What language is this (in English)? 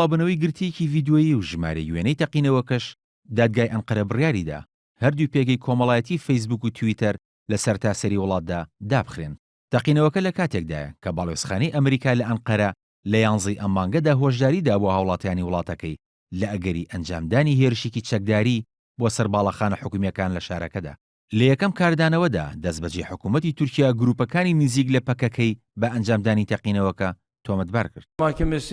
Central Kurdish